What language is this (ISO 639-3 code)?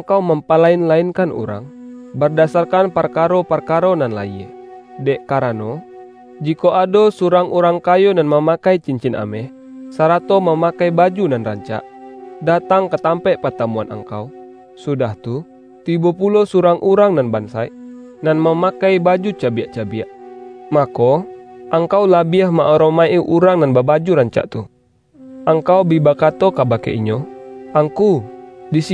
min